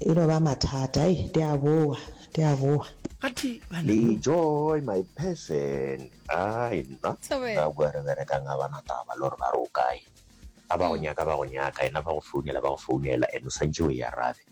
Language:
Northern Sotho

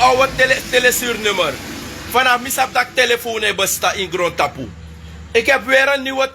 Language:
Sranan Tongo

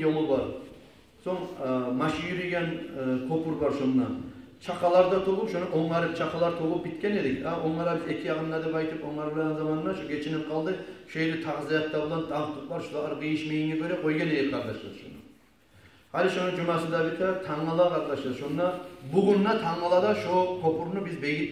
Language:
Kumyk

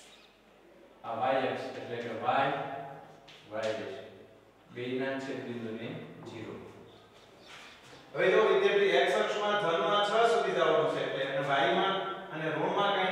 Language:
Gujarati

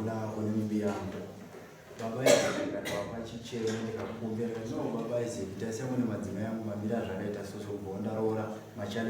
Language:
Shona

